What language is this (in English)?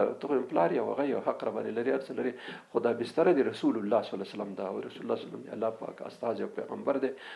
Pashto